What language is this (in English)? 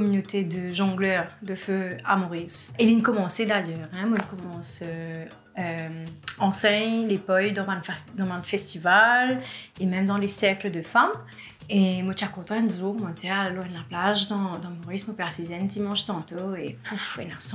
Morisyen